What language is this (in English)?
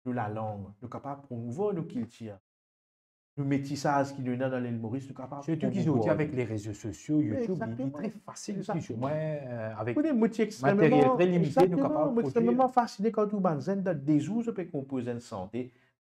Morisyen